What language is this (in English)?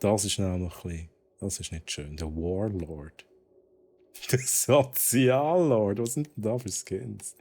Swiss German